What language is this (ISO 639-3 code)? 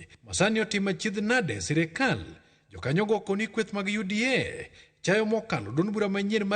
luo